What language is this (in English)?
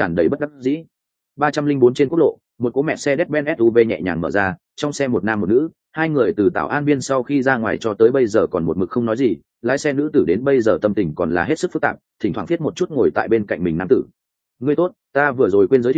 Vietnamese